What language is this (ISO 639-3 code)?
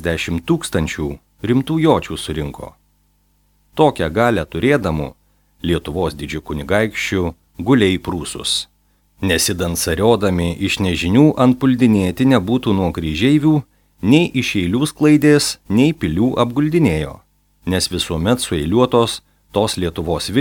lit